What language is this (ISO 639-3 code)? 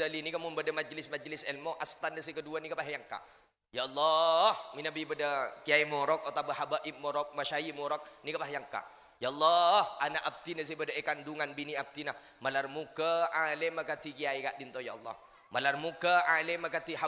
mad